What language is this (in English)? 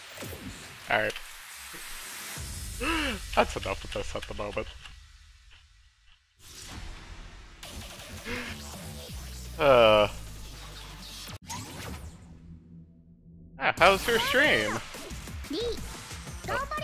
English